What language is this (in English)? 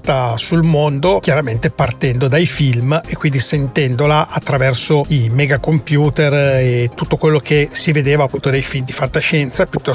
Italian